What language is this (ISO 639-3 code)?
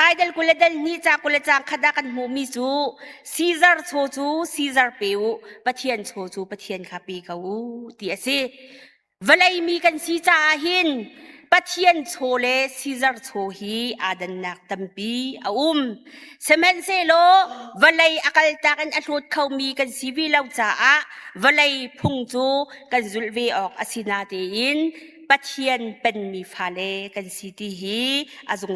cnh